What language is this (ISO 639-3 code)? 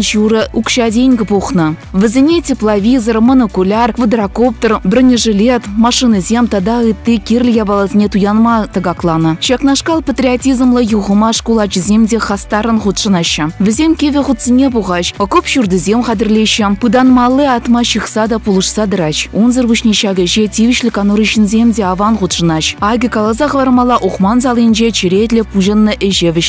chv